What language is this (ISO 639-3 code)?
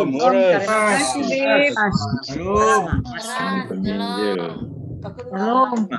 bts